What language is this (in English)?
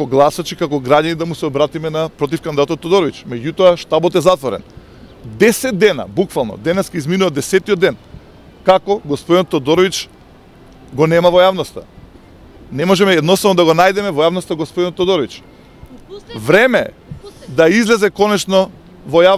Macedonian